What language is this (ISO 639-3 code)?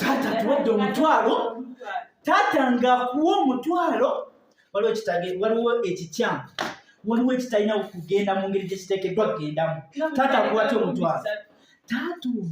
lug